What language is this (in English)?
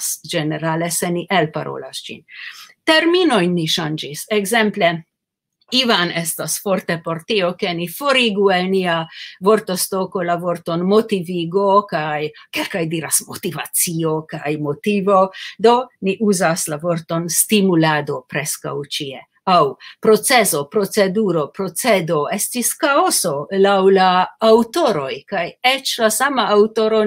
Esperanto